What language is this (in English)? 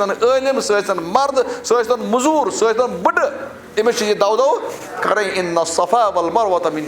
Kashmiri